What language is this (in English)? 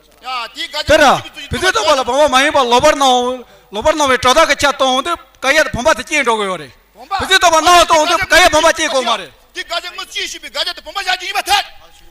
Tibetan